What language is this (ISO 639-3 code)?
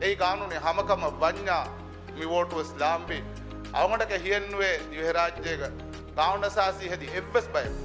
div